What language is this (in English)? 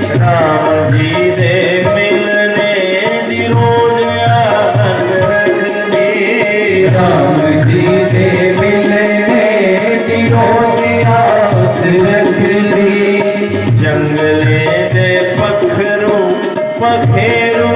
Dogri